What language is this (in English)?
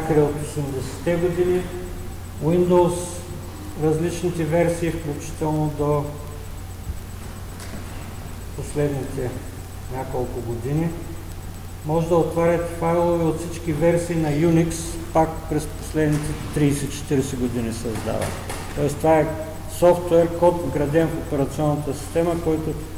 Bulgarian